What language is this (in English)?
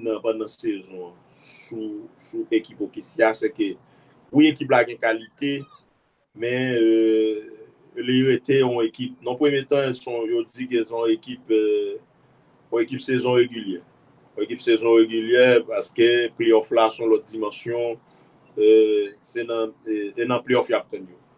Haitian Creole